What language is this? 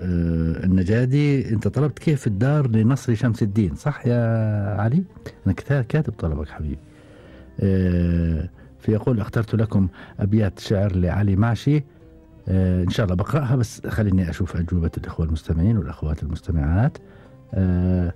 Gulf Arabic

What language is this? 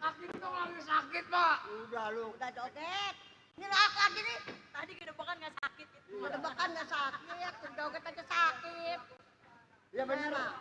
Betawi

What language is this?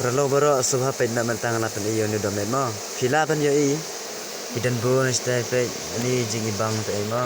Khasi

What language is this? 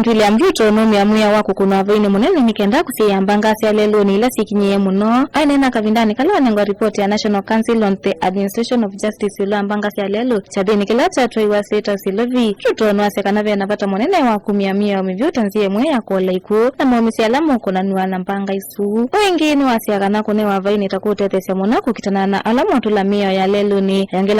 Kamba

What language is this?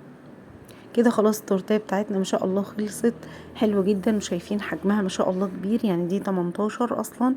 Egyptian Arabic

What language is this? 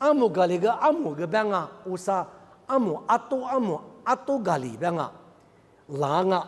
Lisu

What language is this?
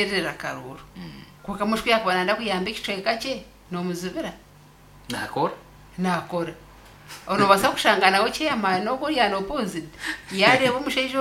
Nyankole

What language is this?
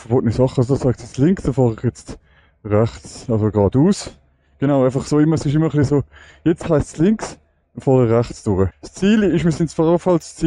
Swiss German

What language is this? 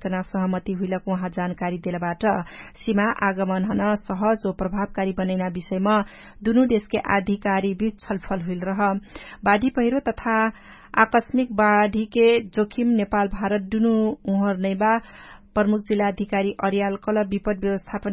Dangaura Tharu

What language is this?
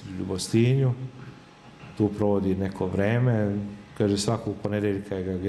Serbian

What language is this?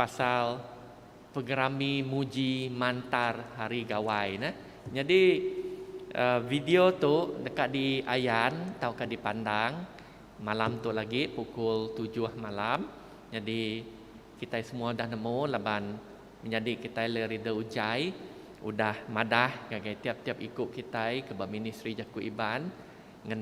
Iban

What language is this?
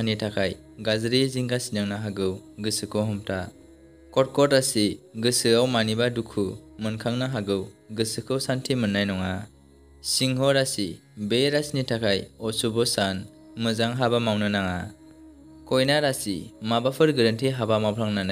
Bodo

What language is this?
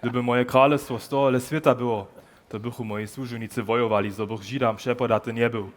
Upper Sorbian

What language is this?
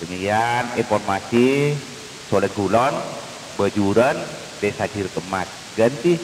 Madurese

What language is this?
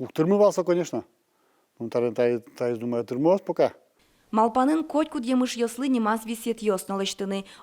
Udmurt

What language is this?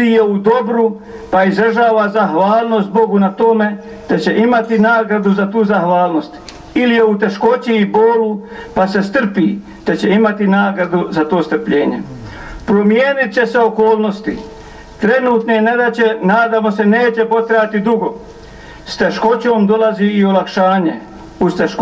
Bosnian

